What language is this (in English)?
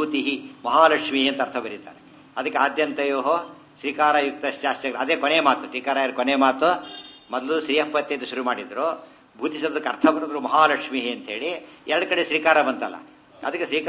Kannada